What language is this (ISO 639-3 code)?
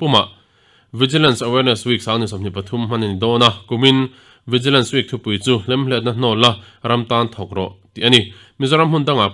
lus